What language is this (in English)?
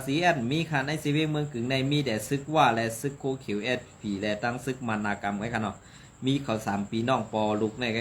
Shan